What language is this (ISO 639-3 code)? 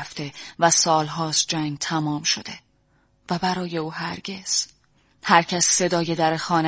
fas